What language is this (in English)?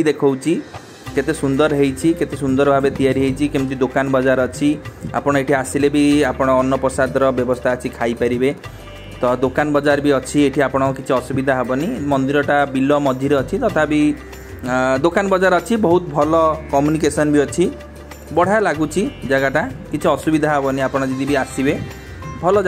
Odia